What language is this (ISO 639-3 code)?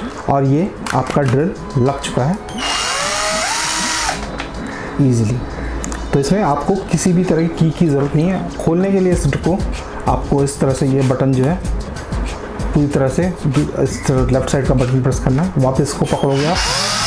hin